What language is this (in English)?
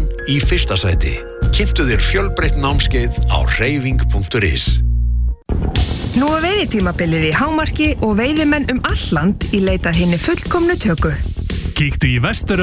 Icelandic